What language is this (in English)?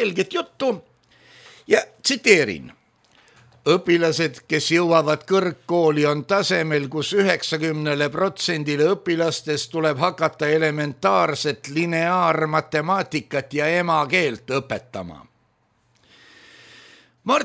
Estonian